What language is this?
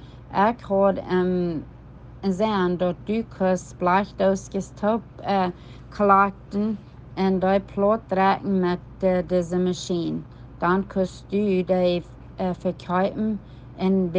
Plautdietsch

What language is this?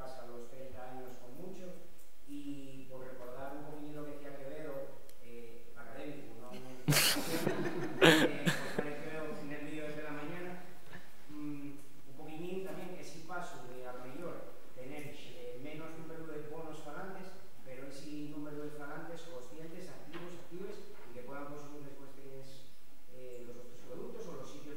Asturian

